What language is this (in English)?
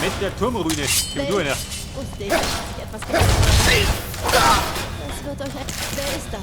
Bavarian